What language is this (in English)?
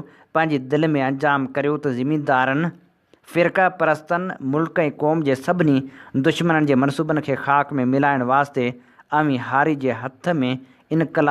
Sindhi